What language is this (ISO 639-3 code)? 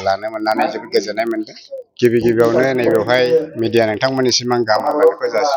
brx